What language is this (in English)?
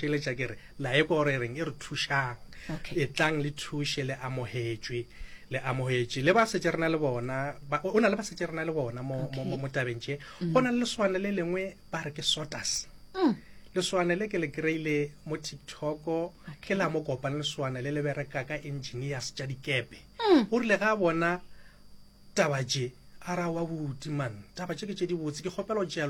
Northern Sotho